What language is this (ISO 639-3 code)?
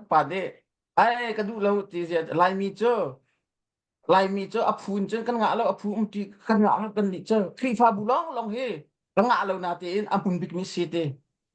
cnh